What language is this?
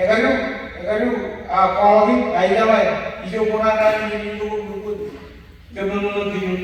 Marshallese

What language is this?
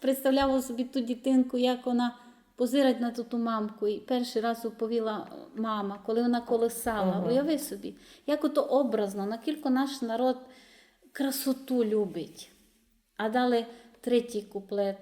Rusyn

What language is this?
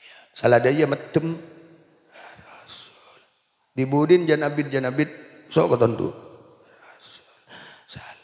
Madurese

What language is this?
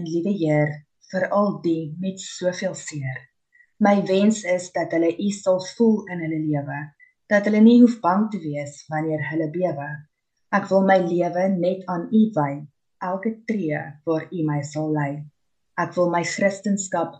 Afrikaans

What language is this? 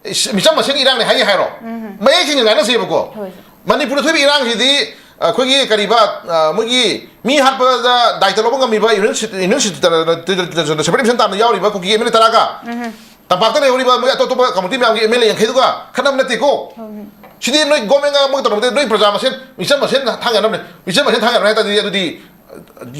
Manipuri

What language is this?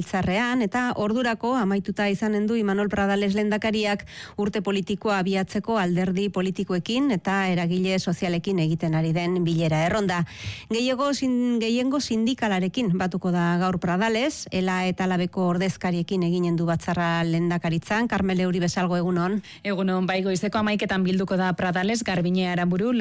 Basque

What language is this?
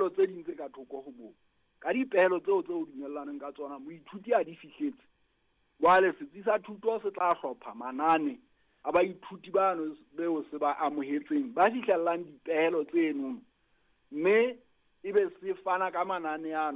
Southern Sotho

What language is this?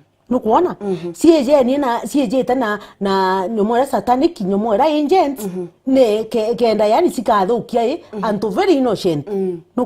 Meru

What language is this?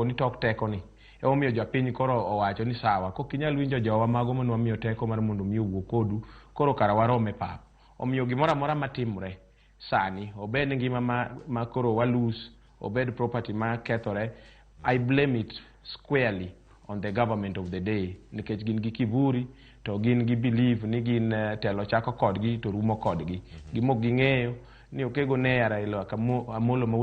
Luo (Kenya and Tanzania)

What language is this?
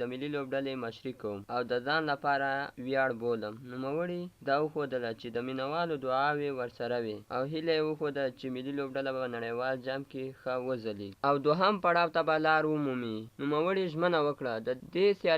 Pashto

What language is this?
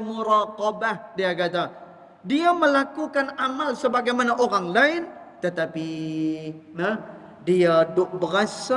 Malay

